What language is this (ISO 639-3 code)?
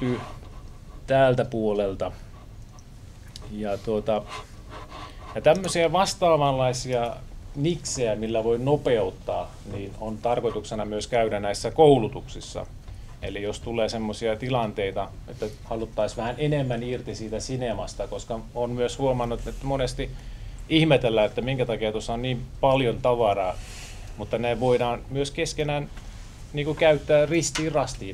fin